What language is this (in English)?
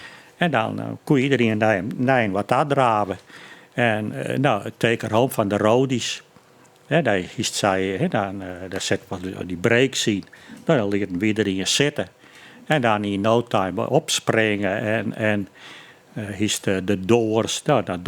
Western Frisian